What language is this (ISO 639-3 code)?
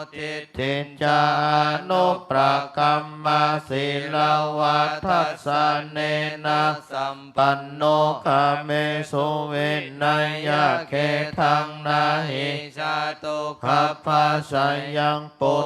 pli